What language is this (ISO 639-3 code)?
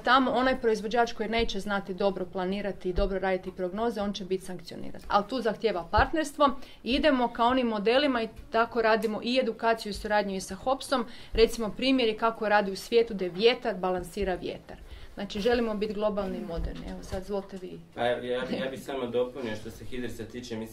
hrv